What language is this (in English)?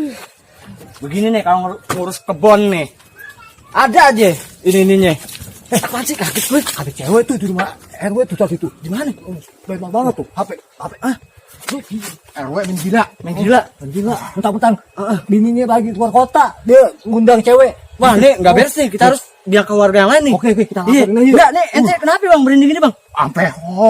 Betawi